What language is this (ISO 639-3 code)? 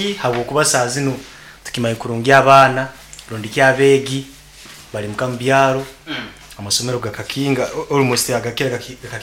nyn